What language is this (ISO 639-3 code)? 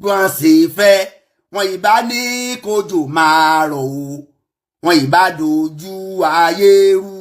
yor